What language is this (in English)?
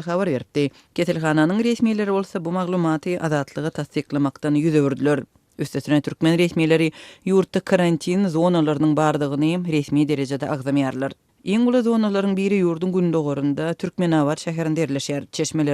Turkmen